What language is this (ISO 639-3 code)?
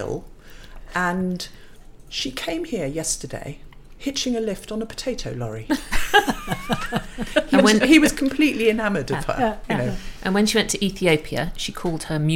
eng